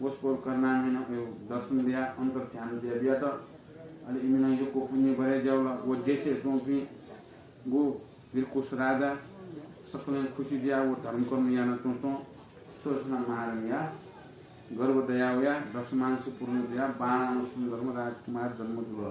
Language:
Newari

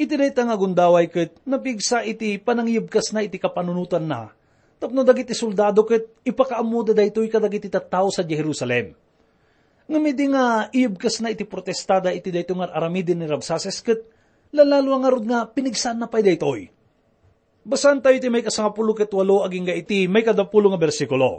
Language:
Iloko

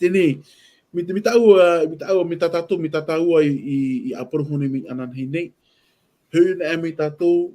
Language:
Tahitian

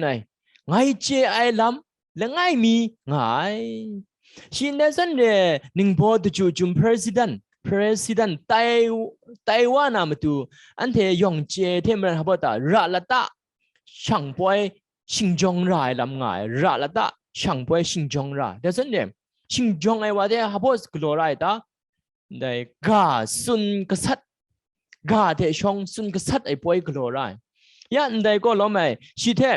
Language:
Kachin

